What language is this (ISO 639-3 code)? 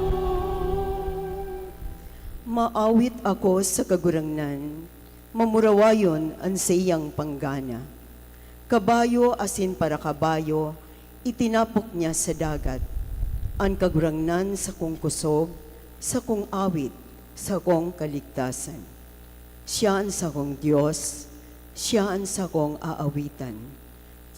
bik